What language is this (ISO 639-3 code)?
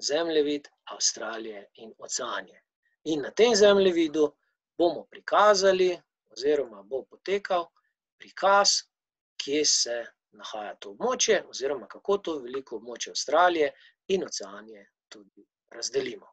slv